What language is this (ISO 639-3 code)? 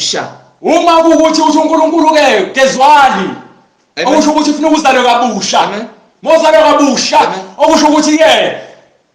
zul